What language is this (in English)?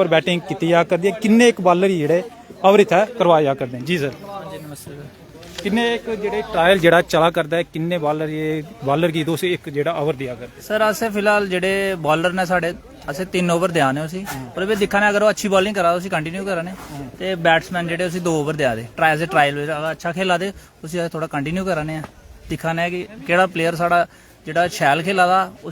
Dogri